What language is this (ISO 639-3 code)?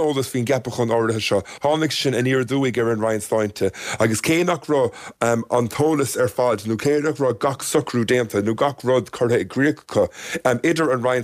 gle